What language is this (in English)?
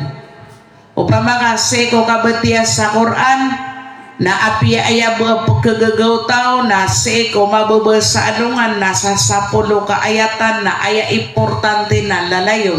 Maranao